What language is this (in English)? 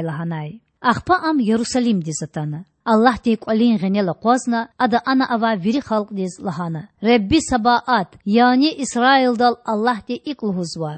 Lezghian